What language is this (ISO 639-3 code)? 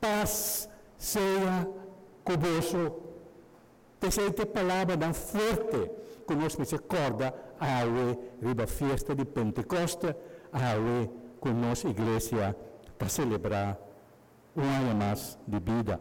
pap